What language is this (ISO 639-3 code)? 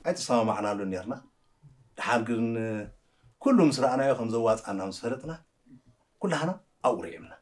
tir